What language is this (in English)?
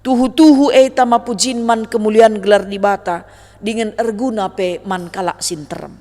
Batak Karo